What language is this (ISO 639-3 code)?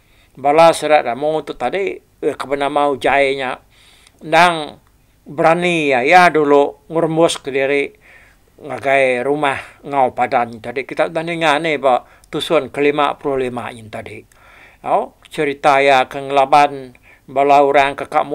iba